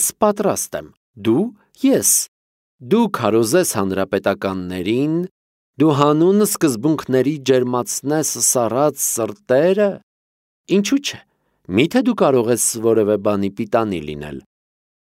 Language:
Armenian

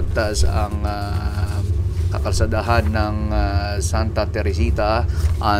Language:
Filipino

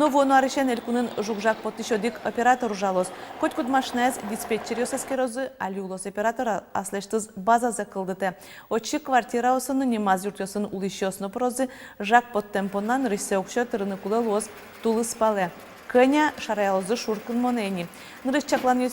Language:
Udmurt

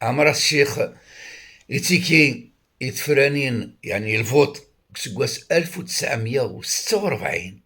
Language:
Kabyle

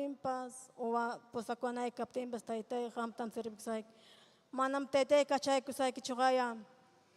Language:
Ayacucho Quechua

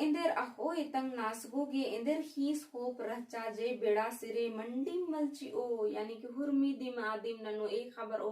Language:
Kurukh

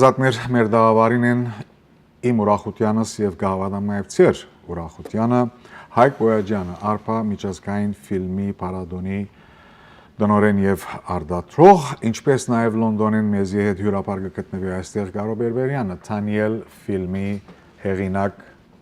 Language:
Western Armenian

